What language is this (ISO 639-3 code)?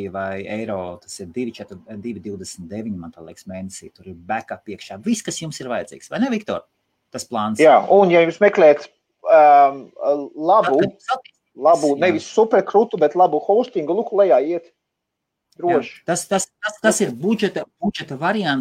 lav